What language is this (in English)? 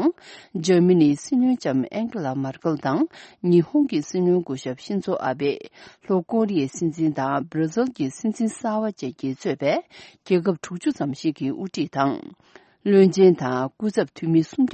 Tibetan